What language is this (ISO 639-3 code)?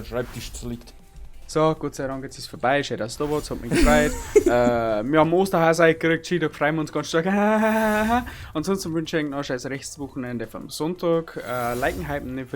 bar